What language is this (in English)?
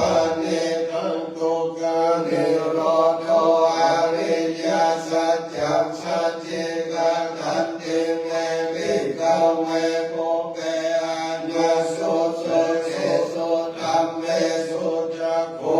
Pali